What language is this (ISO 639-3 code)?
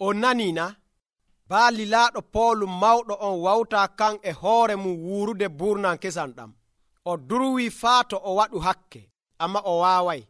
fuv